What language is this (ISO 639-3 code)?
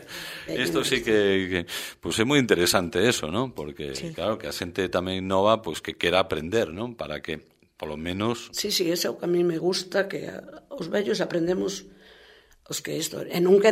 glg